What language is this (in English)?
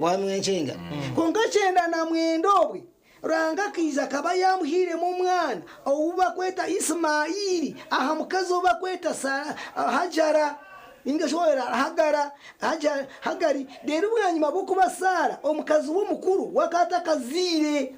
Nyankole